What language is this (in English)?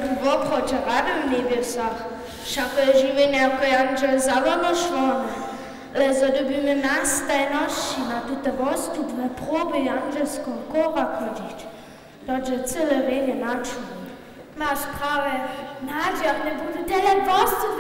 Upper Sorbian